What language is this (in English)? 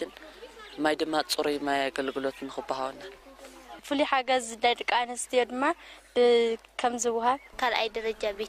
Tigrinya